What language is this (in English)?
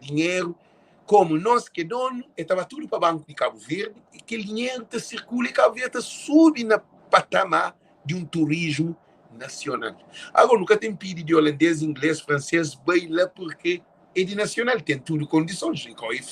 Kabuverdianu